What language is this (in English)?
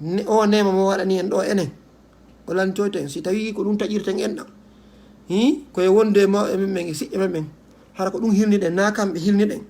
Fula